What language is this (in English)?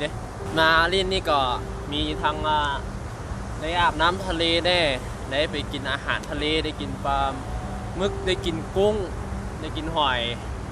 Lao